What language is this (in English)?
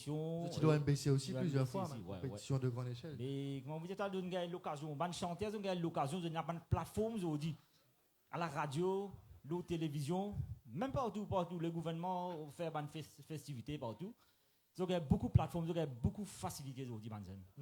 Morisyen